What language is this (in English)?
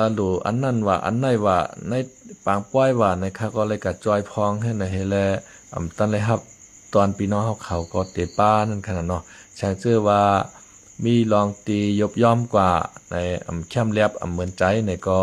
Shan